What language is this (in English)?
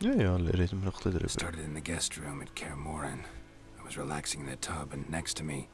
Swiss German